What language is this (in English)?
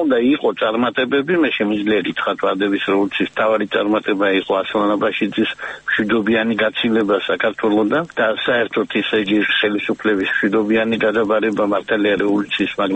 Georgian